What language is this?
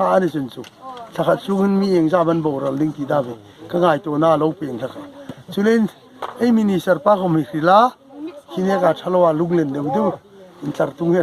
Hmar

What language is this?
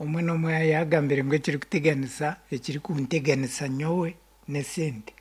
Nyankole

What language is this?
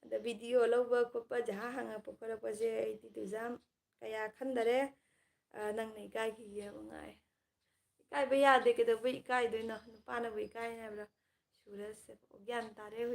Manipuri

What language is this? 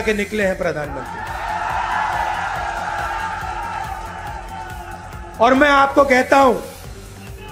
Telugu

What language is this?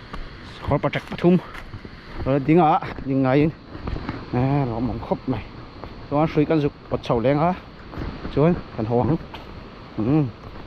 Mizo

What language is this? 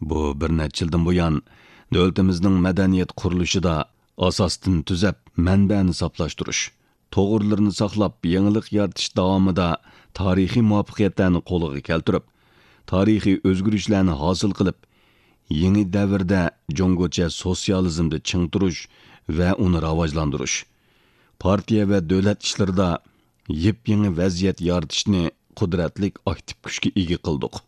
Uyghur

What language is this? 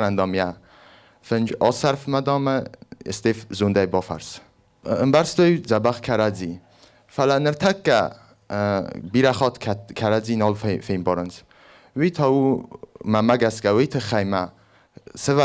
Ossetic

